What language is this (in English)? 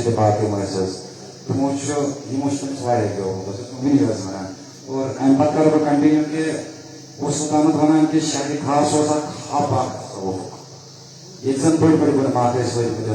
Kashmiri